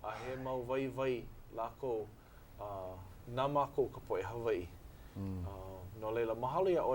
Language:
Hawaiian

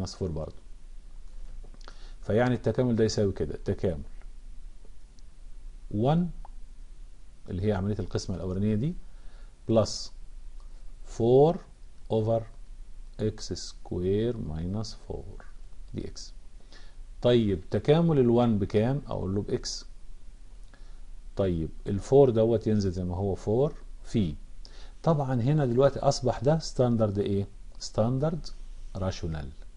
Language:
Egyptian Arabic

